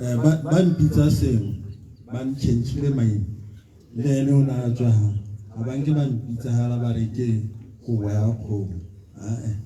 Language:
Tswana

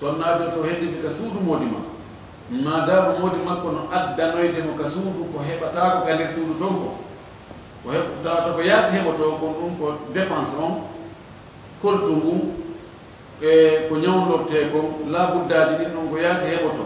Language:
Fula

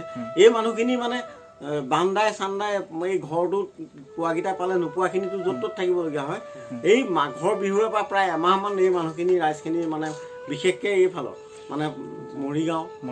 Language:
Assamese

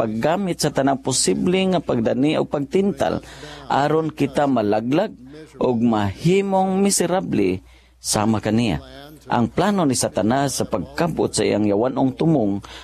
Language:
Cebuano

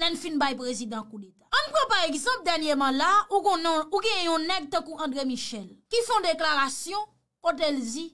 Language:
Haitian Creole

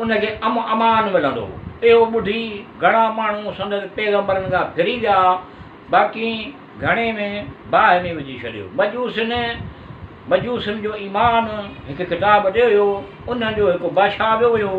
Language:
Sindhi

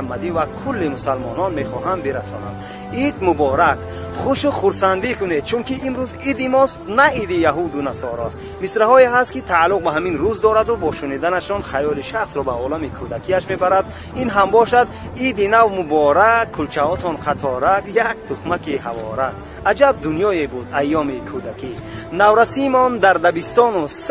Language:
Tajik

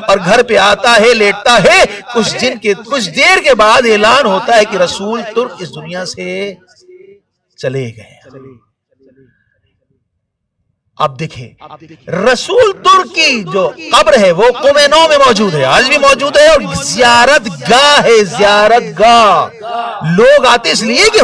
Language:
Urdu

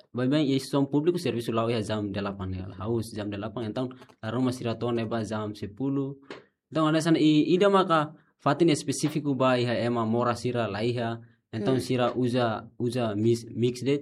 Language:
Tetum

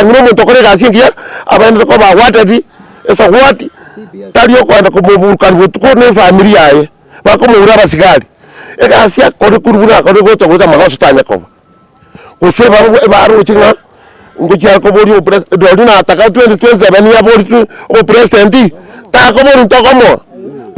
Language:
Gusii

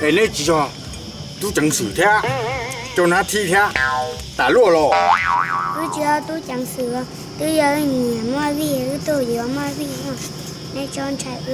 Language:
Hmong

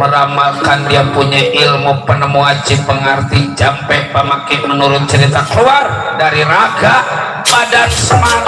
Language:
Betawi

